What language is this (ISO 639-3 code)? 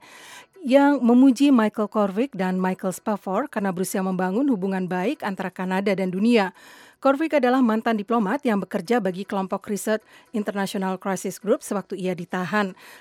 ind